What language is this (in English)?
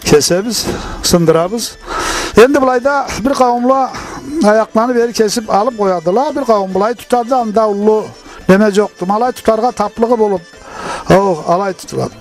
Karachay-Balkar